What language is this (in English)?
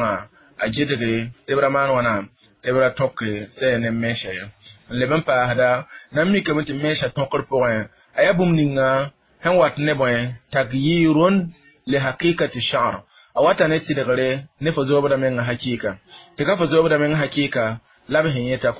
Mossi